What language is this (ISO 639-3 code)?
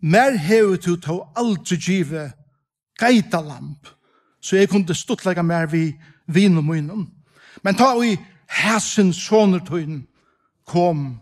fao